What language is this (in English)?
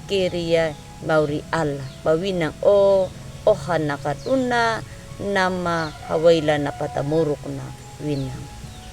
Anakalangu